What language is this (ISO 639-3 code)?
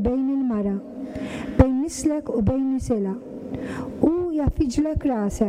mlt